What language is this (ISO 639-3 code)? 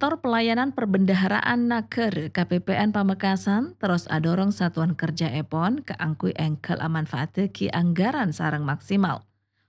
mad